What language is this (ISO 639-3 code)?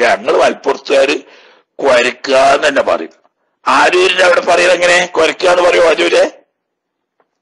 mal